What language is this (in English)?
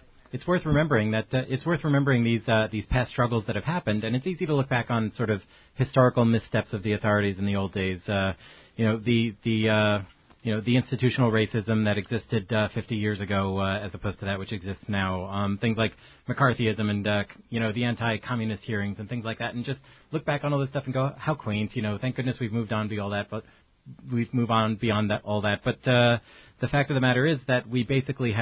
English